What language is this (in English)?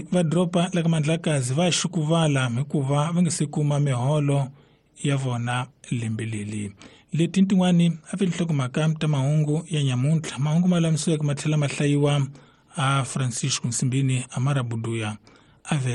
Tsonga